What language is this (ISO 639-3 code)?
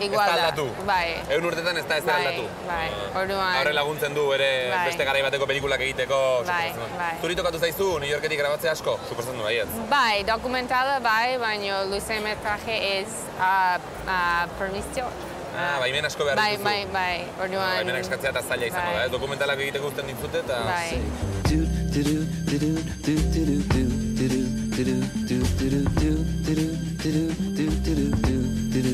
eus